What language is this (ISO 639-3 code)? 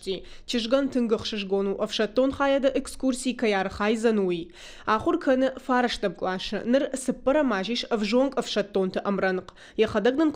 oss